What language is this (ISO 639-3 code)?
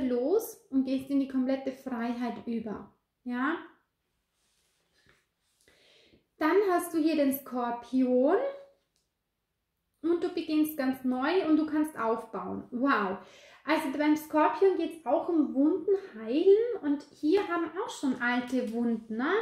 deu